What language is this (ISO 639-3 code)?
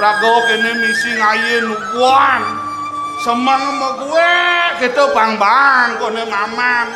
ban